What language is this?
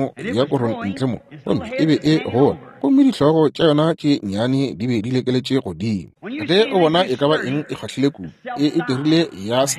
Northern Sotho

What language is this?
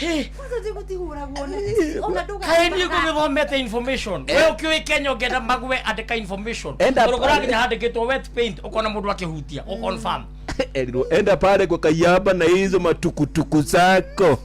Kikuyu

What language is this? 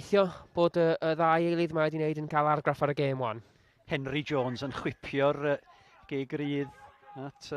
Welsh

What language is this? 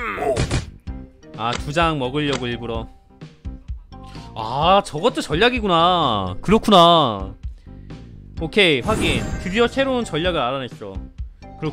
Korean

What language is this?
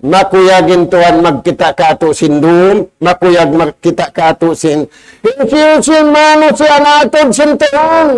Tausug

